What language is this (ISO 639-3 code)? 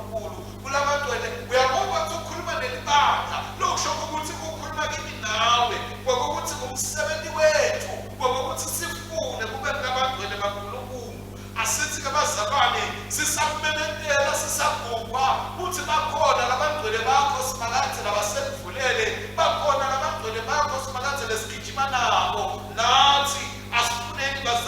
ssw